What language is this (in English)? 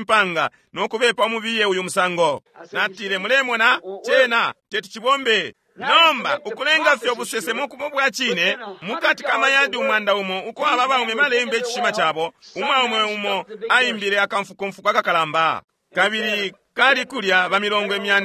Bemba